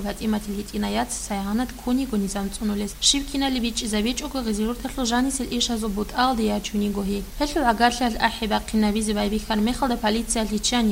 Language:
Avaric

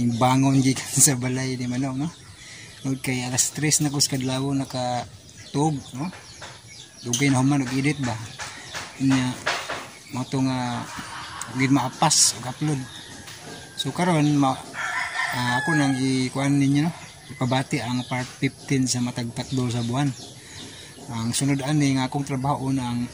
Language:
Cebuano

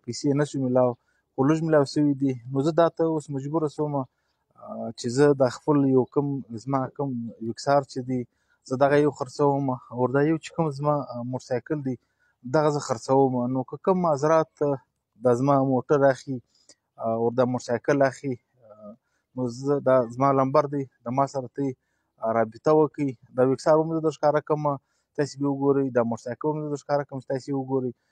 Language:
Pashto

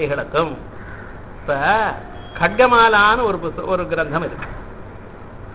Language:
Tamil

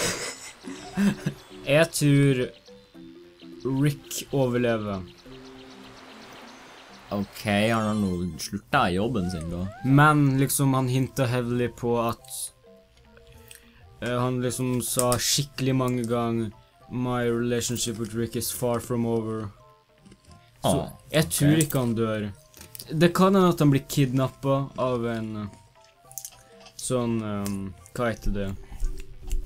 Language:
Norwegian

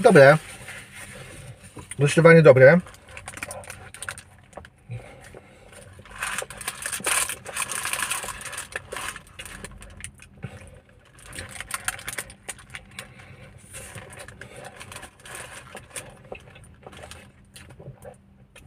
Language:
Polish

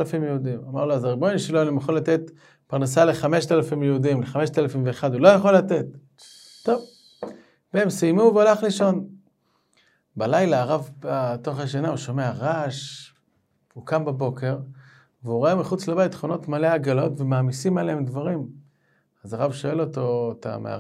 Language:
Hebrew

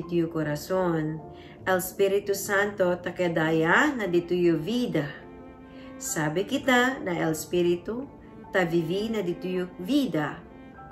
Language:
Chavacano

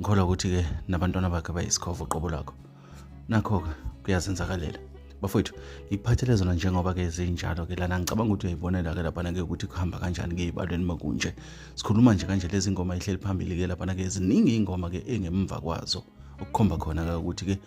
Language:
Zulu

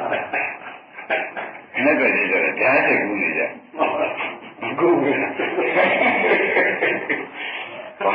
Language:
Burmese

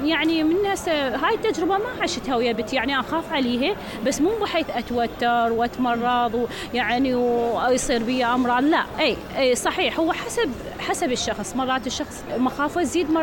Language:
Mesopotamian Arabic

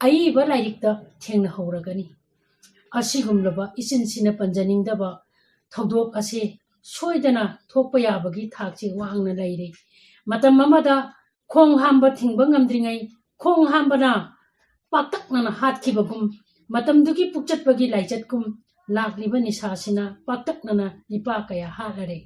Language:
Manipuri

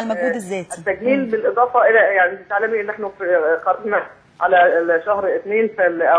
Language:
Egyptian Arabic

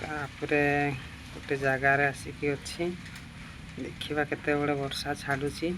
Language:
Odia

